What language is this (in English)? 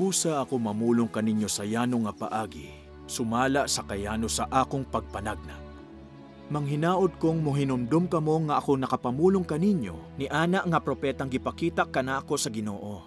Cebuano